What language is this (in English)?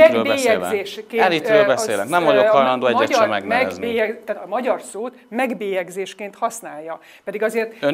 Hungarian